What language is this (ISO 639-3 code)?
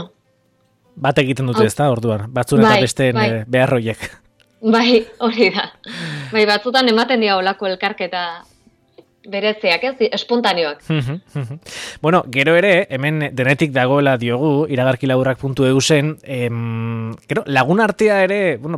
eus